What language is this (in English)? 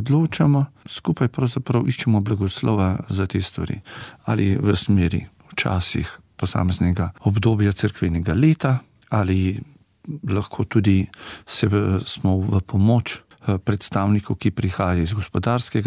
Slovenian